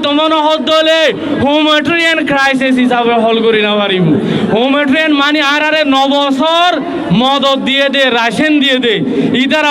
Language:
Rohingya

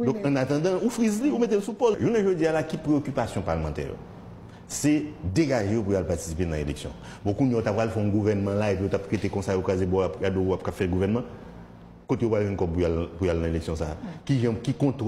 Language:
Haitian Creole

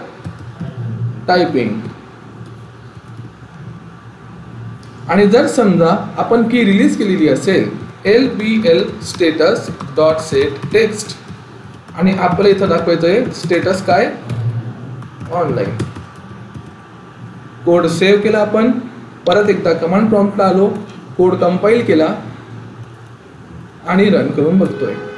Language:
Marathi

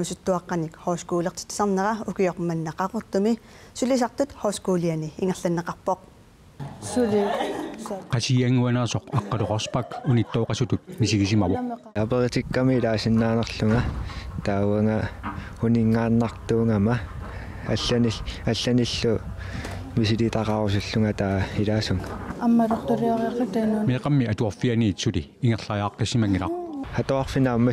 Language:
Kalaallisut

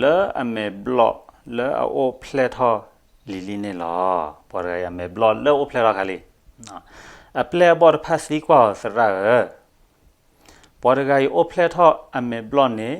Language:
S'gaw Karen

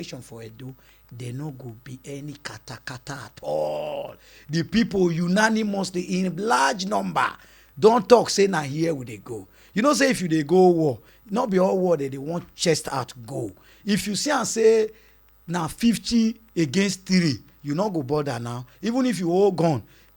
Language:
Nigerian Pidgin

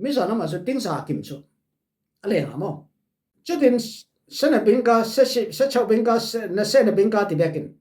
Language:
Falam Chin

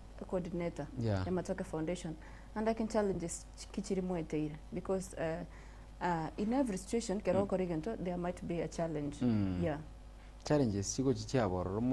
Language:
Gusii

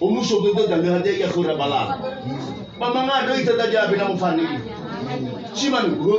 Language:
Nias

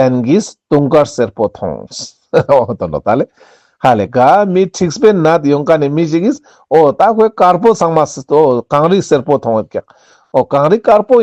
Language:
Ladakhi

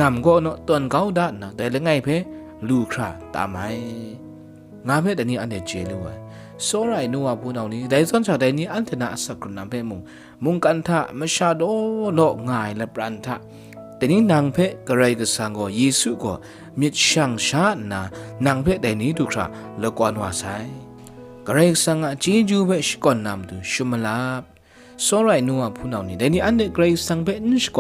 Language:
Kachin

